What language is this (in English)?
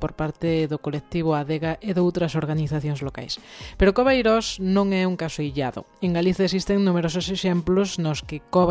Galician